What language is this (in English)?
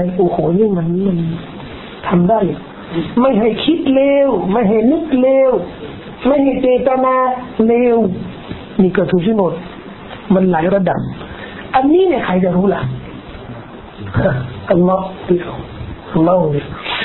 Thai